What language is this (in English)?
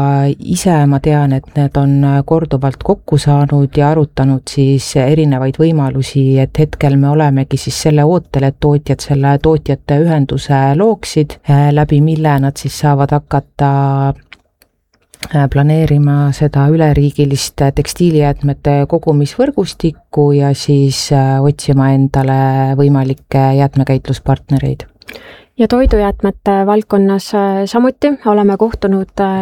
Estonian